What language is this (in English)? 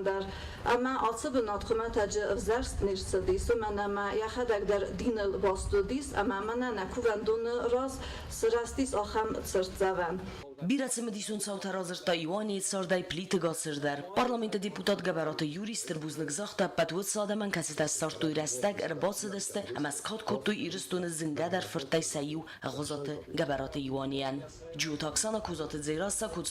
Ossetic